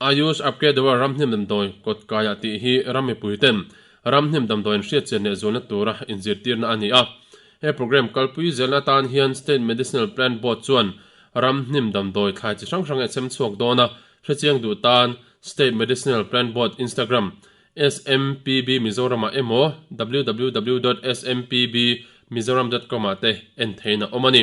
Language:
Mizo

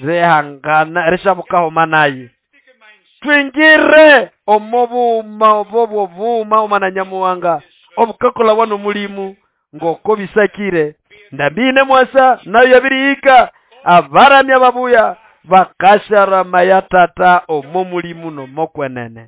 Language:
Nande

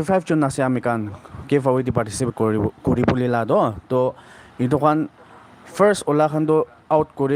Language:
Naga Pidgin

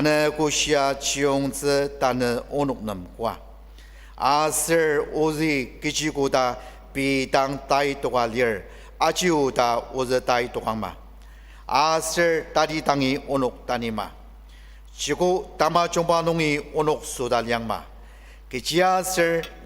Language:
Ao Naga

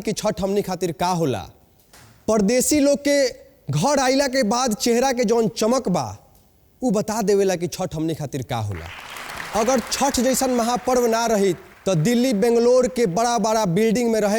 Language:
Bhojpuri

